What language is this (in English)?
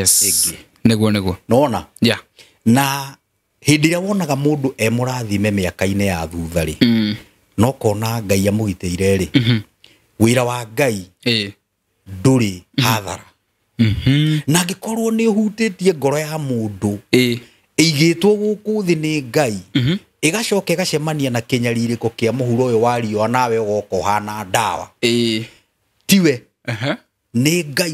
Kikuyu